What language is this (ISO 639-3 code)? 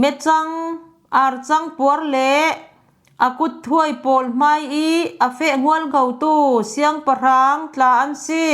cfm